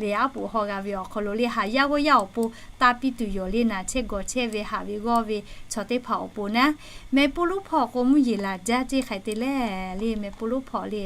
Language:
Lahu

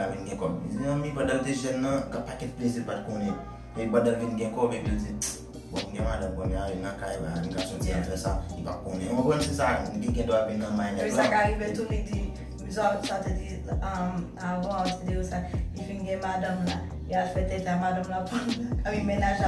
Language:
Haitian Creole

